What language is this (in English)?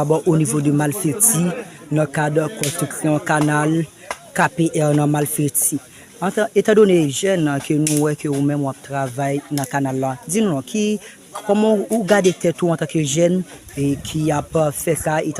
Haitian Creole